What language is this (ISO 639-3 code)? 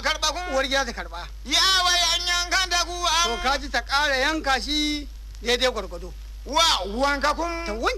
hau